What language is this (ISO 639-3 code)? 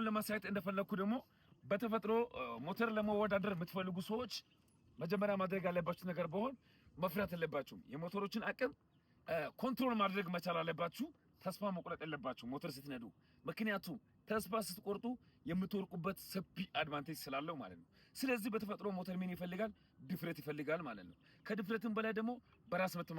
amh